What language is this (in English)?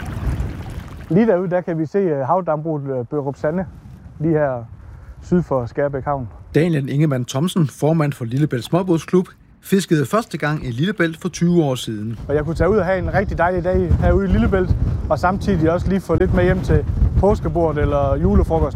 Danish